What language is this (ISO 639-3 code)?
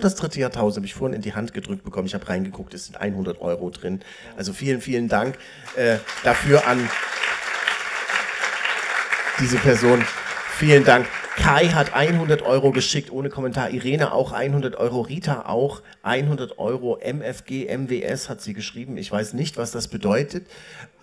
deu